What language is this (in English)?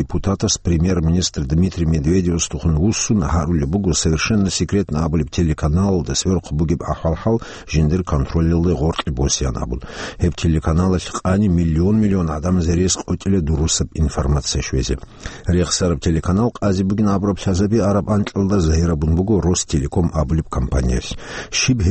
Avaric